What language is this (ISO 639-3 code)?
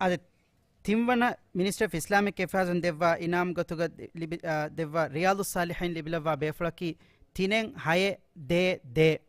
div